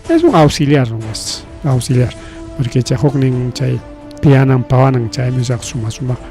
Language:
Ayacucho Quechua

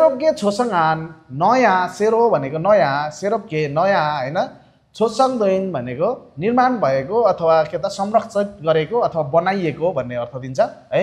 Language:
Nepali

